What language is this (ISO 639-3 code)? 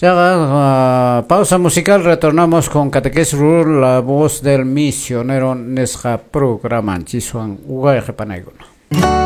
que